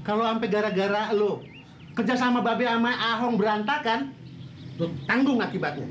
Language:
Betawi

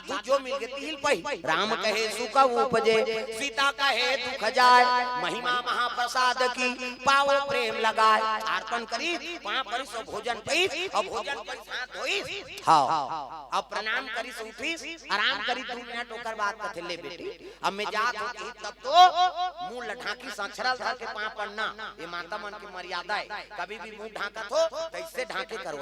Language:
Chhattisgarhi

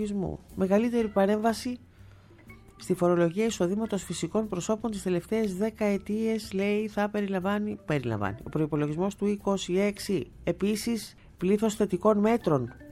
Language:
Greek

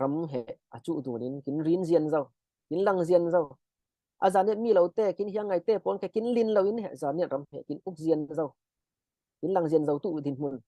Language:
Falam Chin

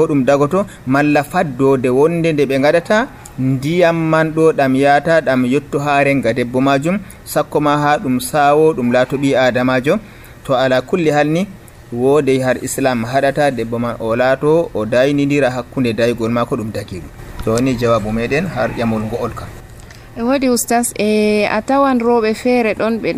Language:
Nigerian Fulfulde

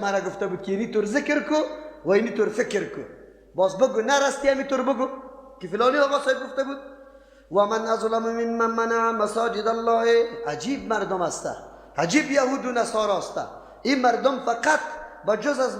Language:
Persian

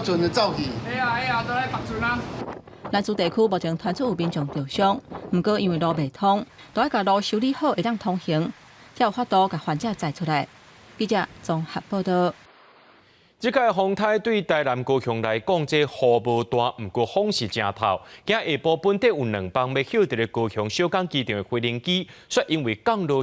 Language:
Min Nan Chinese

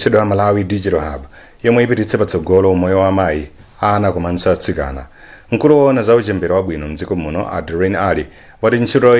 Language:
Nyanja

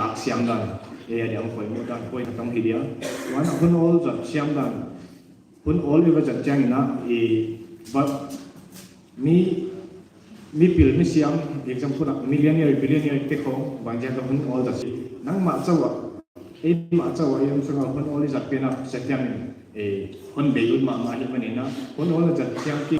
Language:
Paite Chin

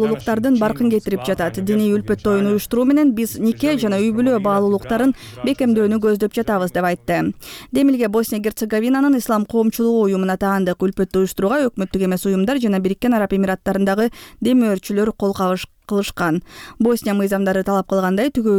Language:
Kyrgyz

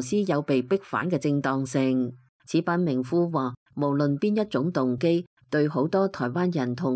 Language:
Cantonese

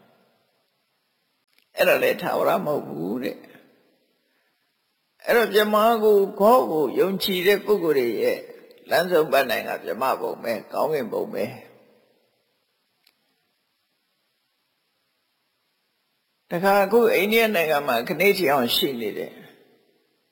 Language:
Burmese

